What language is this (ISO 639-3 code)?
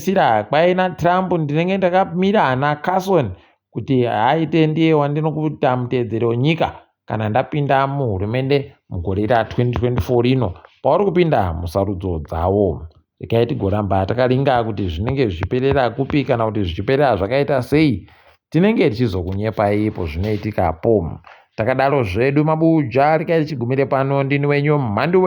ndc